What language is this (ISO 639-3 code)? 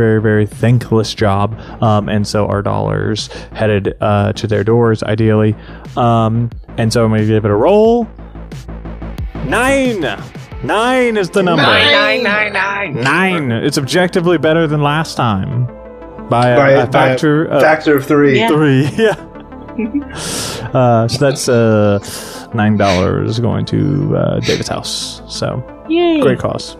eng